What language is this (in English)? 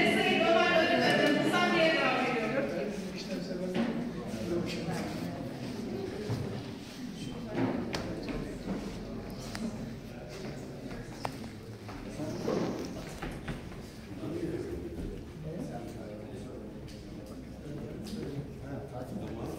Turkish